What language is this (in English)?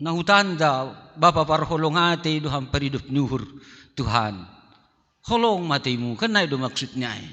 Batak Simalungun